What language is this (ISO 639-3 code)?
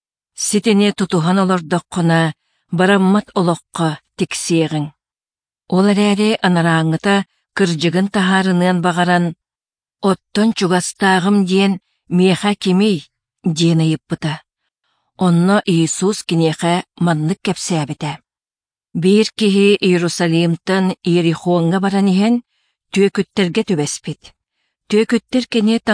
sah